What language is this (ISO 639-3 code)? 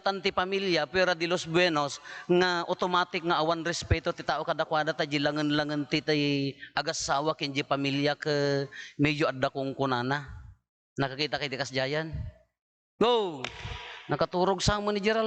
ilo